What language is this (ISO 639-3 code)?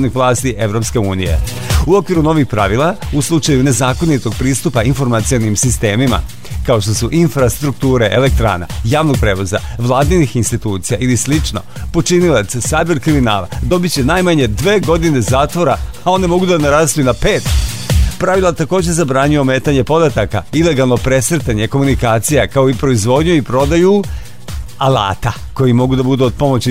srp